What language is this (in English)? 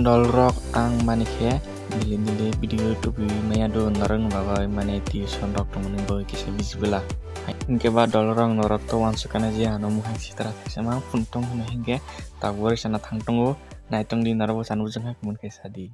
Kok Borok